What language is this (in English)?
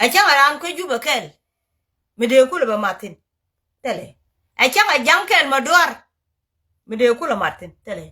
Nuer